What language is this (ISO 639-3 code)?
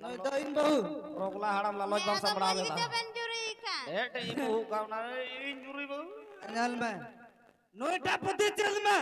sat